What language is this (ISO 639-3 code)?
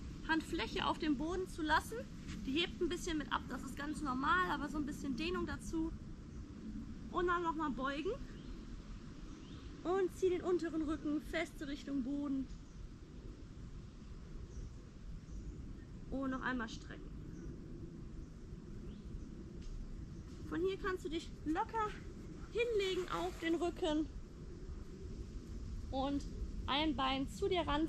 deu